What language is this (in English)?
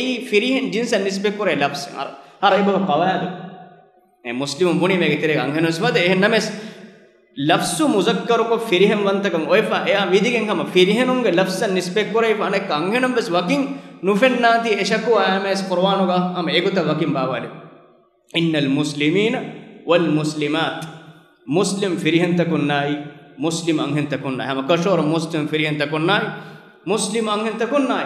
Divehi